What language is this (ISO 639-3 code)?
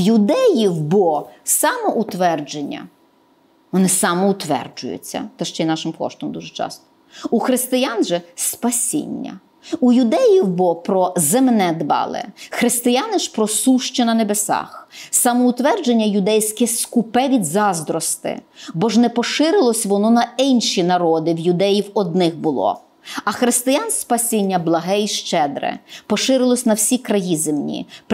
ukr